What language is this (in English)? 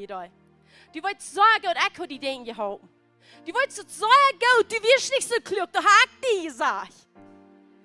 Plautdietsch